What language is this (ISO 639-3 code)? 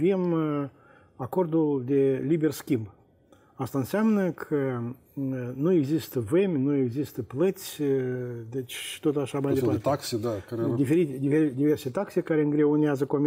ron